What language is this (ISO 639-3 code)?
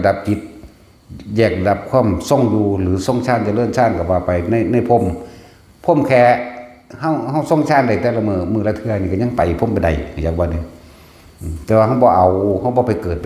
tts